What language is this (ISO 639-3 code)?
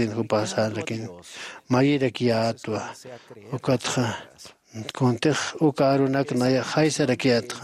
aym